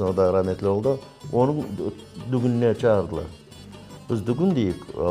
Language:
Crimean Tatar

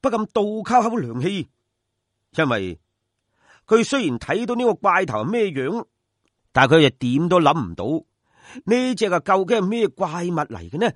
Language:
Cantonese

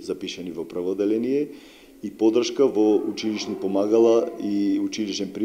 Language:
Macedonian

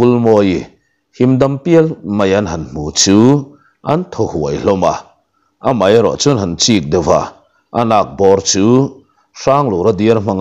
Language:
Mizo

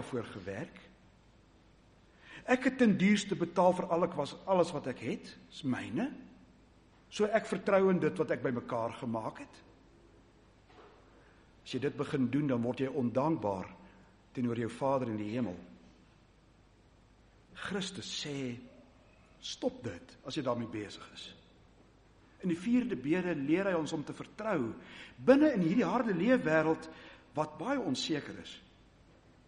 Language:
Afrikaans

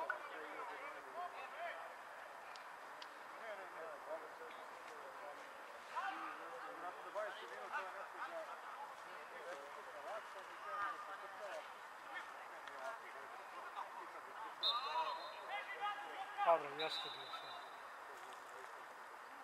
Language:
Serbian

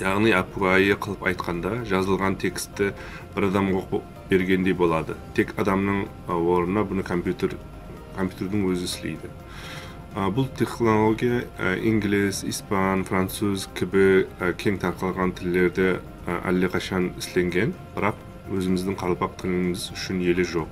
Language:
Kara-Kalpak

